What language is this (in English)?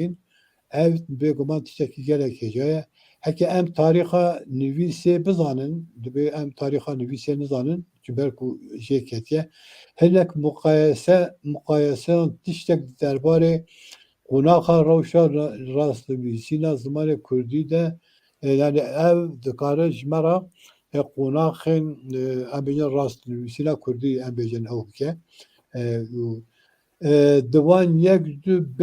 Kurdish